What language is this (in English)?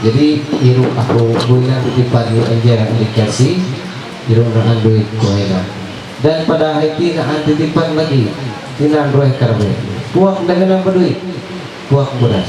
Ma'anyan